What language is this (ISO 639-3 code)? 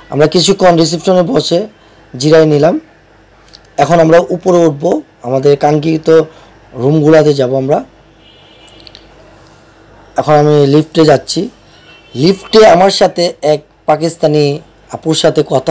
ben